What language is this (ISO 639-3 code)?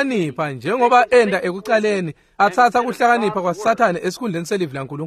ssw